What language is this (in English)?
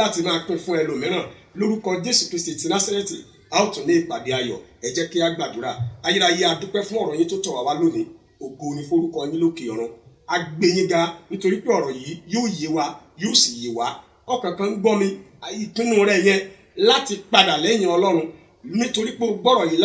Yoruba